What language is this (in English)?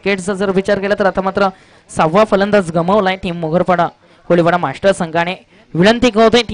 Marathi